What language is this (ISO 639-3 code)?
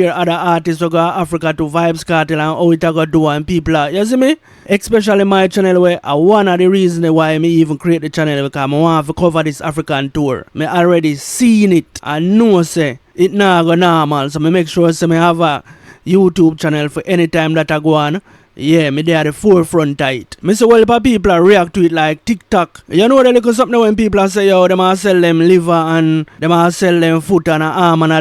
jam